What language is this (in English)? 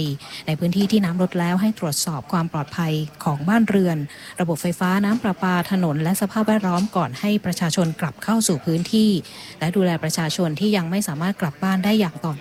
Thai